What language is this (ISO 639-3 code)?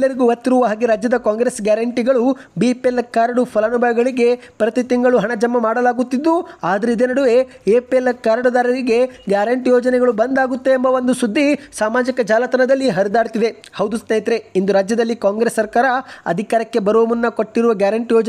kan